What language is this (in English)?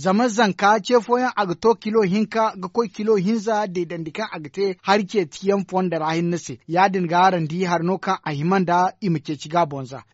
Zarma